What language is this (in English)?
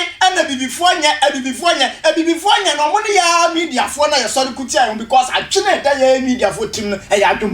Akan